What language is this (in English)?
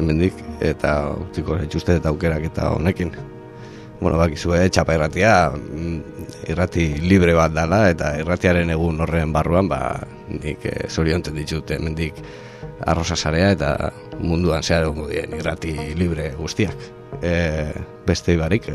Basque